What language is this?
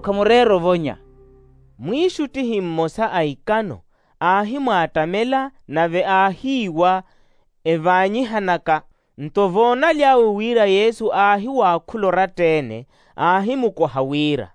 Makhuwa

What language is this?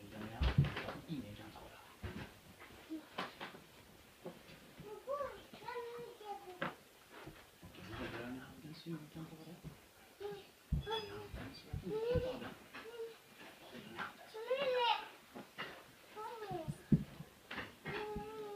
Swedish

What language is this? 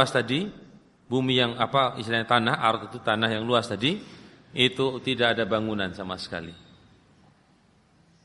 Indonesian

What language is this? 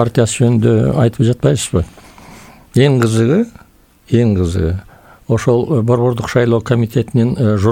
Kyrgyz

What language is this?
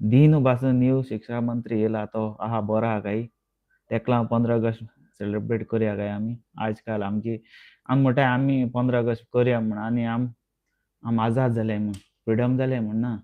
Konkani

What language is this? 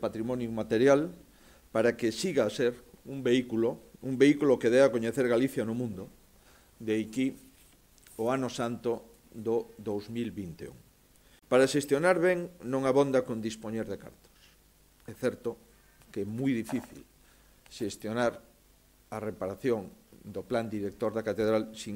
Galician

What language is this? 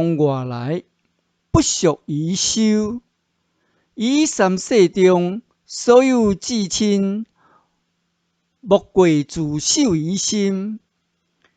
Min Nan Chinese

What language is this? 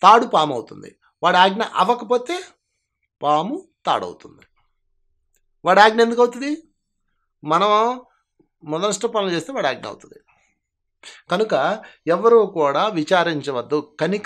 Telugu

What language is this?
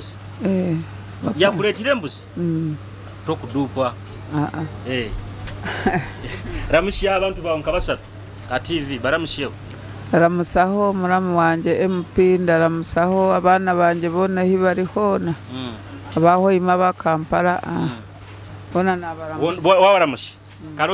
Nyoro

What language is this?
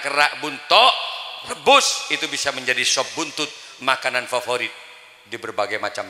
Madurese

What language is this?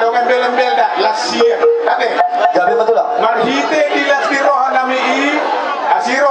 Batak Toba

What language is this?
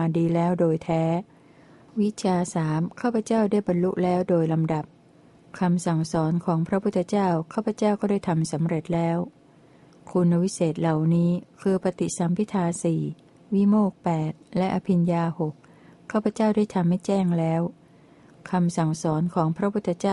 Thai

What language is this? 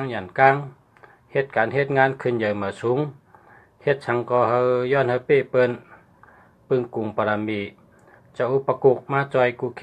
Shan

